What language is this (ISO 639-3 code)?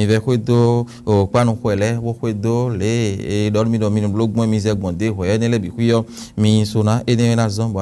fon